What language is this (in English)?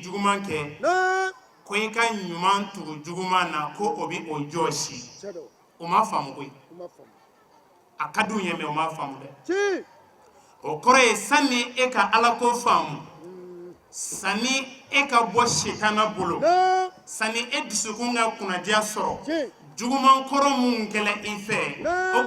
Bambara